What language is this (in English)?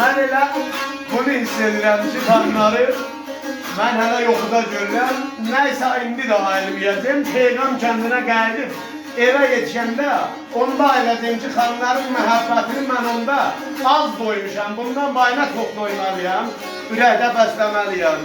South Azerbaijani